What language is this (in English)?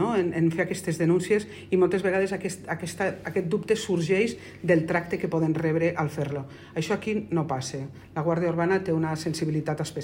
Catalan